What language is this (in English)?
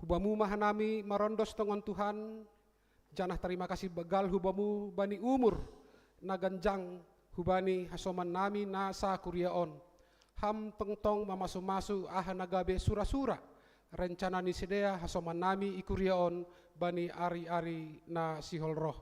Batak Simalungun